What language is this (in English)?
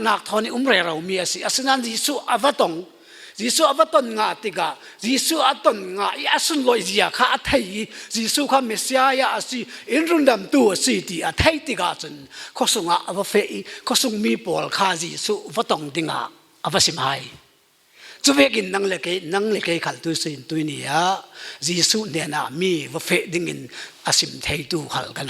Falam Chin